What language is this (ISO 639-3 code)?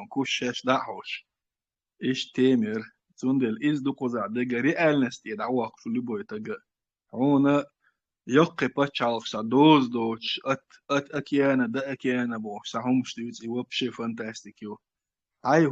che